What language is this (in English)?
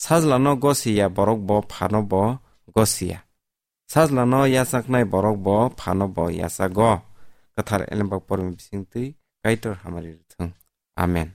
Kok Borok